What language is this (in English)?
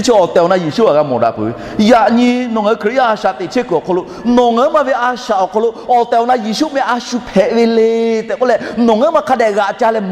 Lahu